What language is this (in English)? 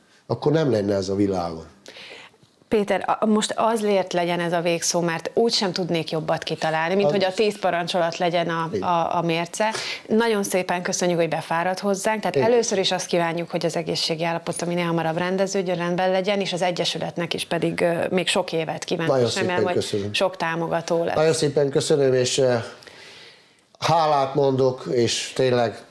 Hungarian